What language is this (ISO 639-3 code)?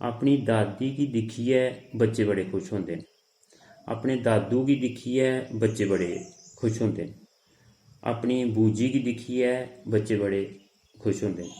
doi